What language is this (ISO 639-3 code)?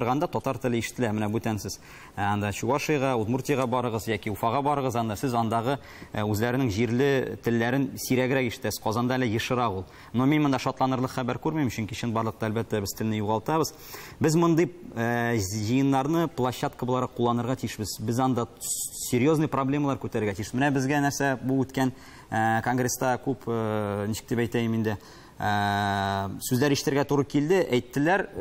tat